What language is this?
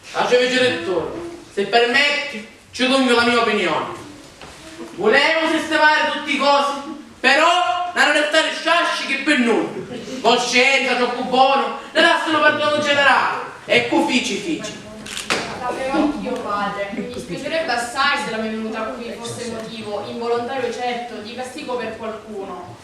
Sicilian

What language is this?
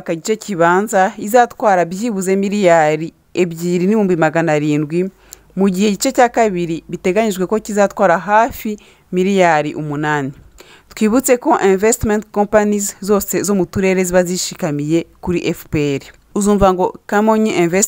Kinyarwanda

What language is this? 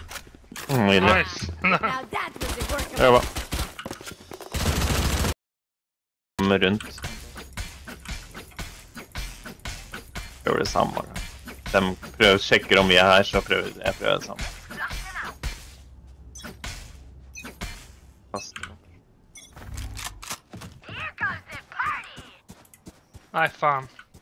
Norwegian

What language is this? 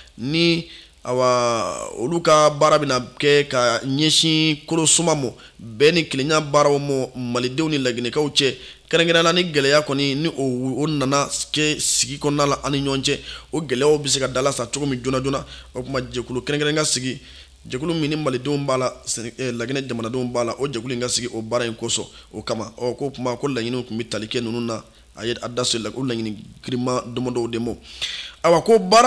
Bambara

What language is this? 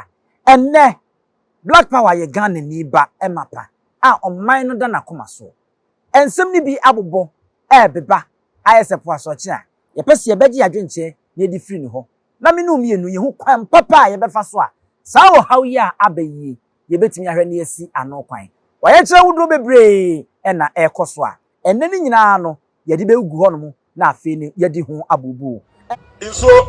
Akan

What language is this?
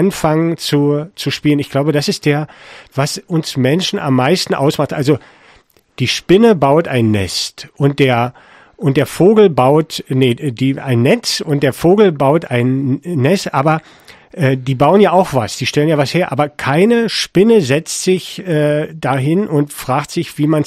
German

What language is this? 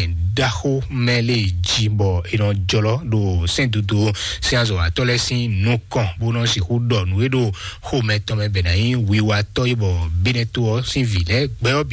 Fon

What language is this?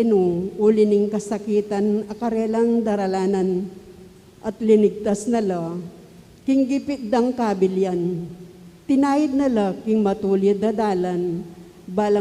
Pampanga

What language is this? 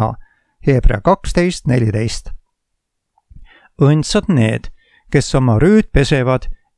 Estonian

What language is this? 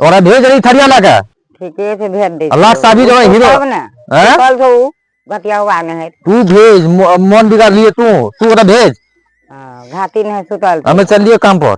Maithili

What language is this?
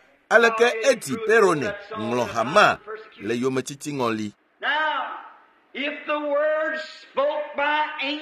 Ewe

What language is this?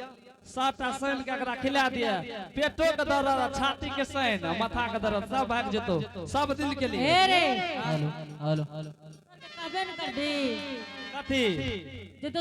Angika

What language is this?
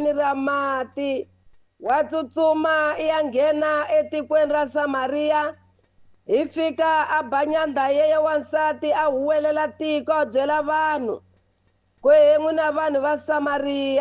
Tsonga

